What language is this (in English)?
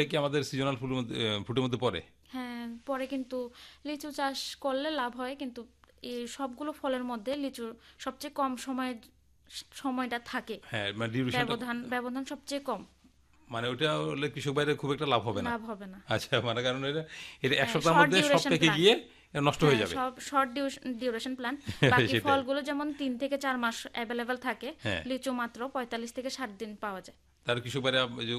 Bangla